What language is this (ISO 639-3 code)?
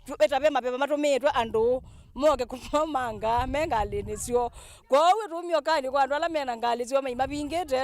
kam